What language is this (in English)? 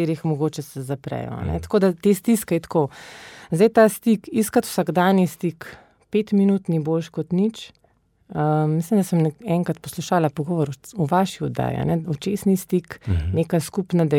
Slovenian